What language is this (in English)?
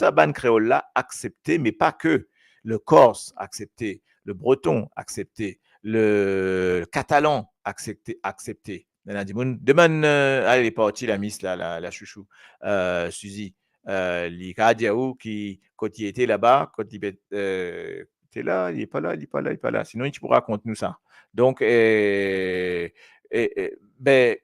Morisyen